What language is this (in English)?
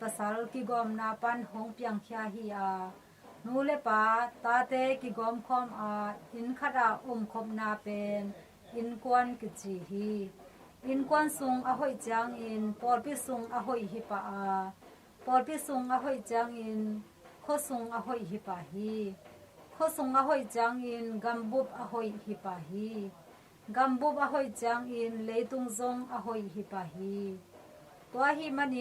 Tedim Chin